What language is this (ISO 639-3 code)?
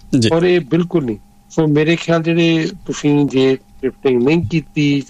pan